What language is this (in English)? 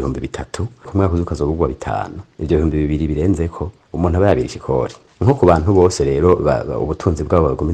Rundi